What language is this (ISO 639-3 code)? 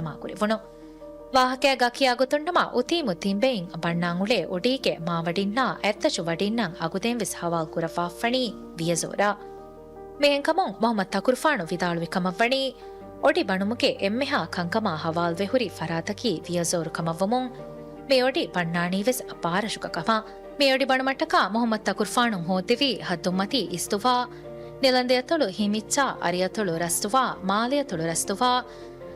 div